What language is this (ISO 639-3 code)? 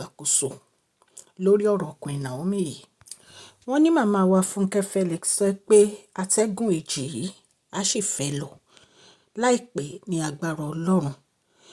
yor